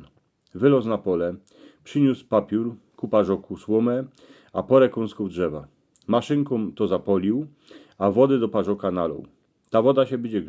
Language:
Silesian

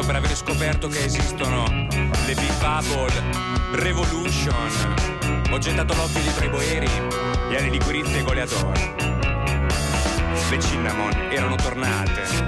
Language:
Italian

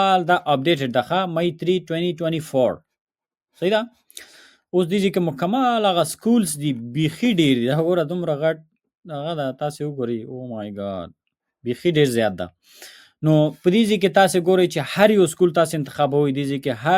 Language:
Pashto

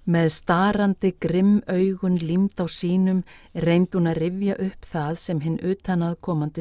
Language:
Icelandic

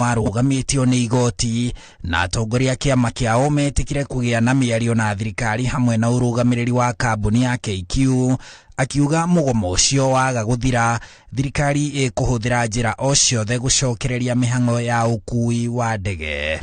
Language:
Kikuyu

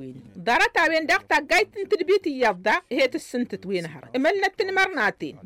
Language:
Tamasheq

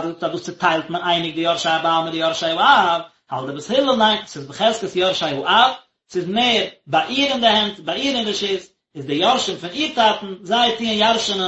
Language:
Yiddish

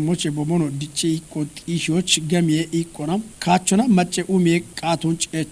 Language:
Kafa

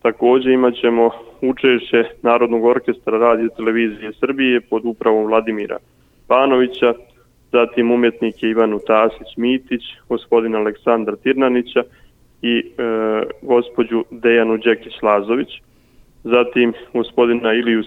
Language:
Serbian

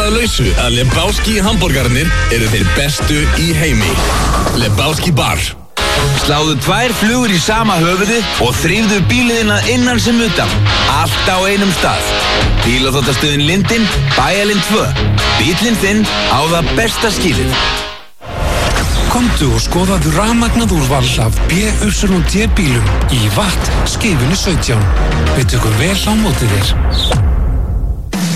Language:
Icelandic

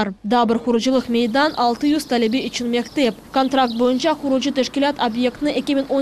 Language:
Crimean Tatar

